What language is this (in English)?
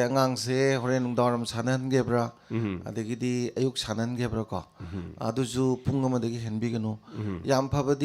Manipuri